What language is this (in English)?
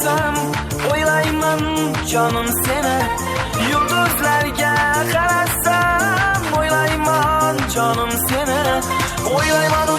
Kara-Kalpak